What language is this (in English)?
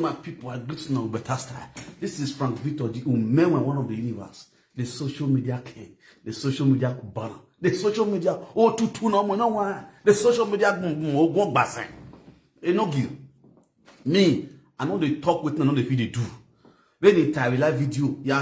Nigerian Pidgin